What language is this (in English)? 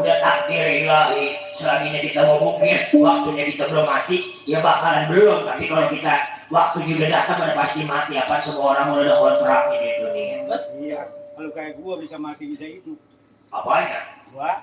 Betawi